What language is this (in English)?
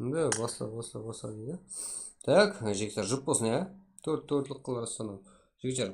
Kara-Kalpak